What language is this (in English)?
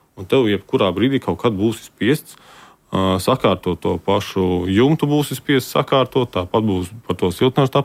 Latvian